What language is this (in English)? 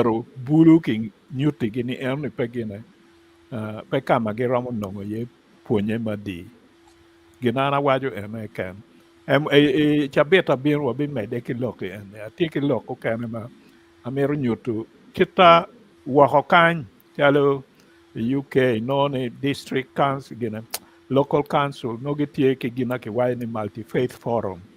Acoli